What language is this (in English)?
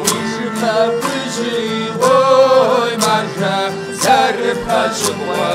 Kabardian